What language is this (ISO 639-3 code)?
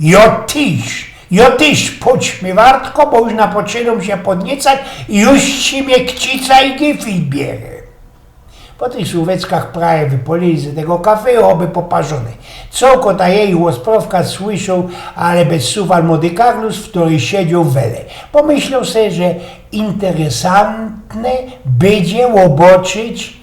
szl